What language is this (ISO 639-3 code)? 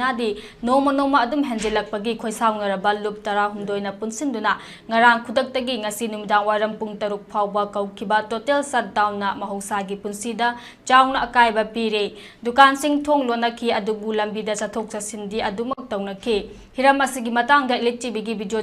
mni